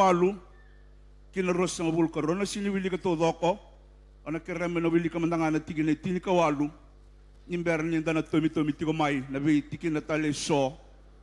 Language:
Fijian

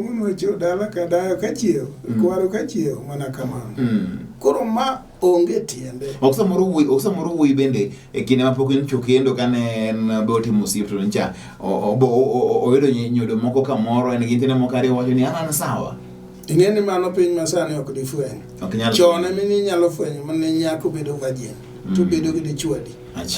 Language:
Luo (Kenya and Tanzania)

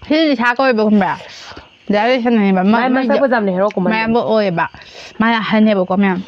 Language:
Manipuri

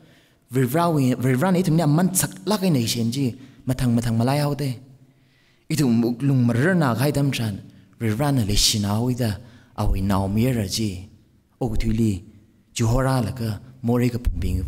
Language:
Tangkhul Naga (India)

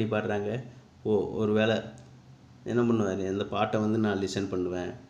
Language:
Tamil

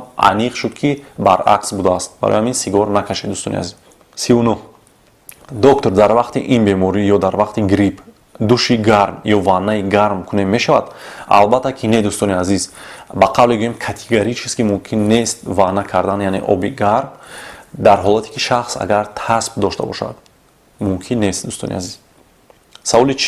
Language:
Tajik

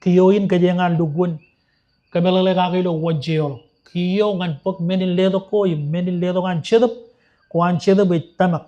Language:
Marshallese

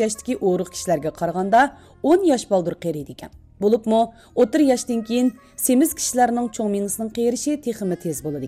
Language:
Uyghur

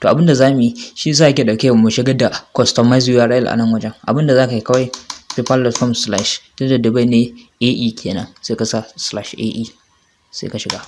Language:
Hausa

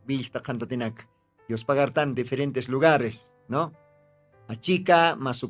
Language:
Aymara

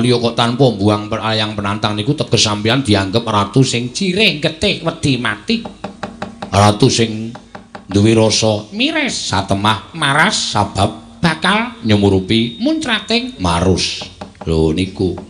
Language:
Javanese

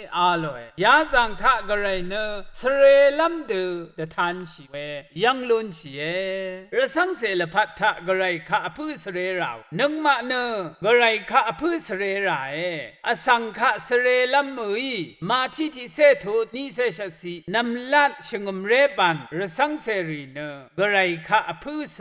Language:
Rawang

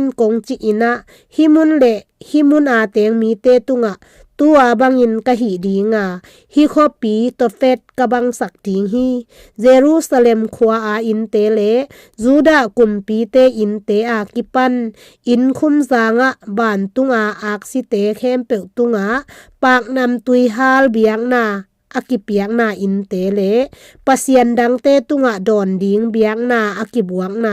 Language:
Tedim Chin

